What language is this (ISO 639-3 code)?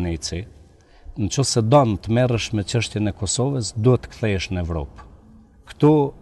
sqi